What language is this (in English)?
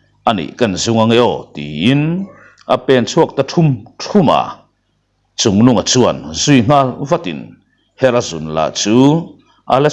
Mizo